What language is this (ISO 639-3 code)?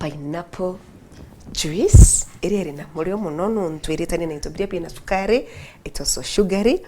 mer